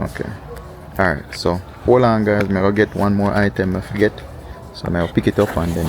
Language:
Jamaican Creole English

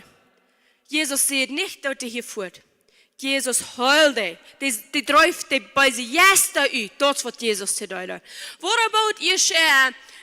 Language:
Plautdietsch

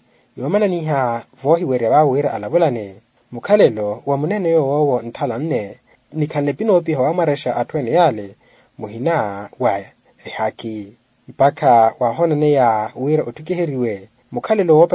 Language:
Makhuwa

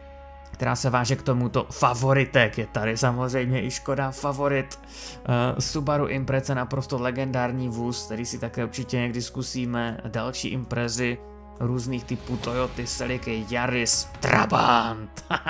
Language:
Czech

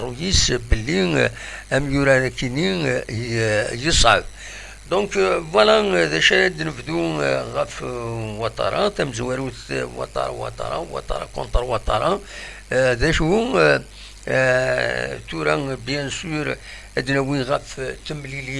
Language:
Kabyle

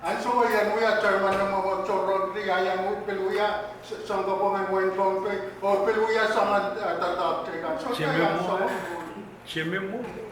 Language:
Pohnpeian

